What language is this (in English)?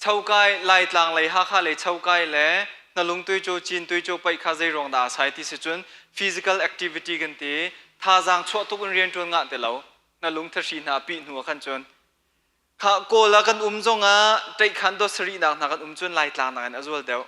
Hakha Chin